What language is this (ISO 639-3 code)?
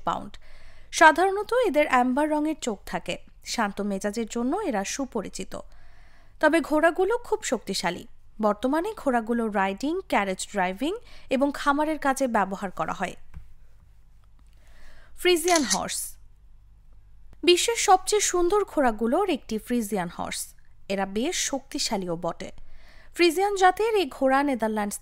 ben